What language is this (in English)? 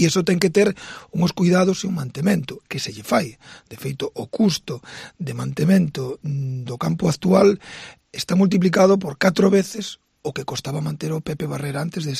Galician